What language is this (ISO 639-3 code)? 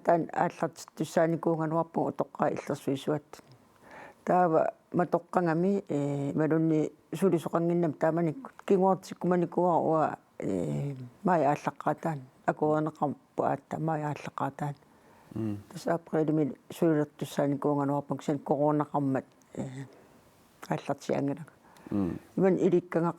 kal